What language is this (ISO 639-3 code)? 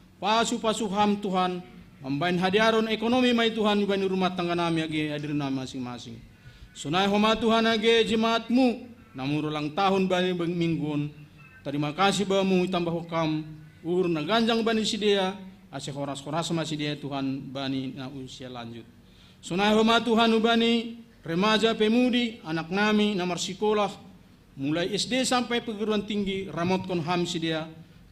bts